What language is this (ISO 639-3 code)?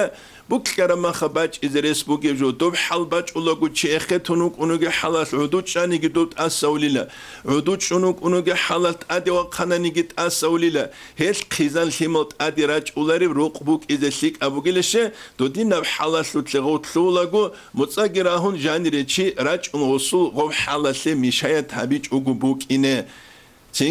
ava